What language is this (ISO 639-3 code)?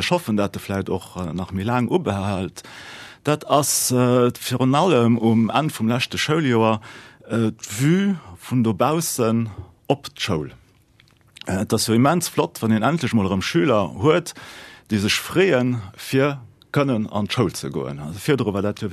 ltz